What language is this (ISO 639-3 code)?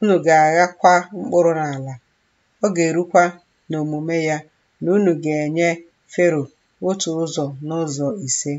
ibo